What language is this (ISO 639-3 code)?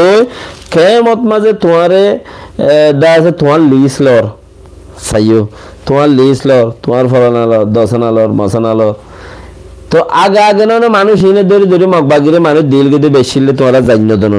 rhg